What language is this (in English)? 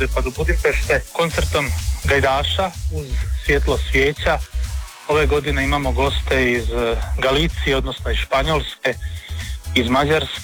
Croatian